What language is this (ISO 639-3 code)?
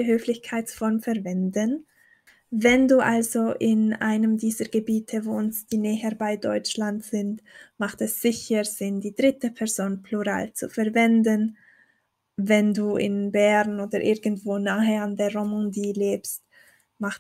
gsw